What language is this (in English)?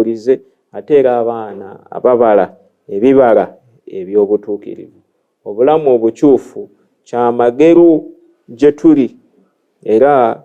Ganda